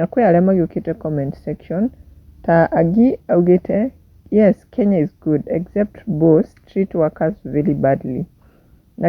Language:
Kikuyu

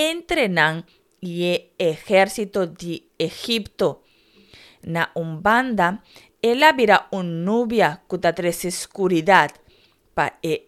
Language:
Papiamento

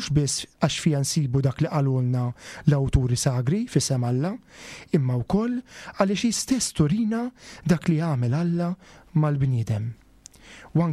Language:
Maltese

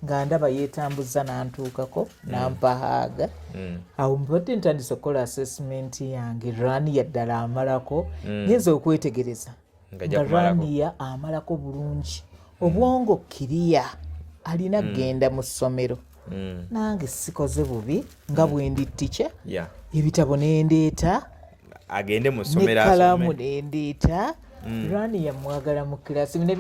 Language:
Ganda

